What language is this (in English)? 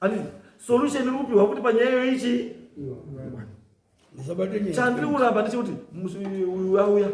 Shona